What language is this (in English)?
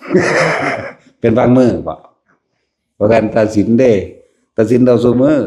Northeastern Thai